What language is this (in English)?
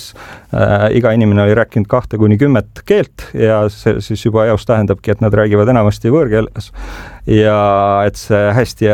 Estonian